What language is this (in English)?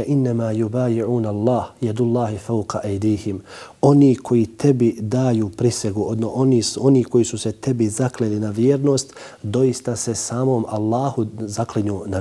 Bosnian